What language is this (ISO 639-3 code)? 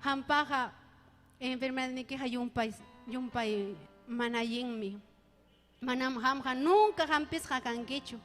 quy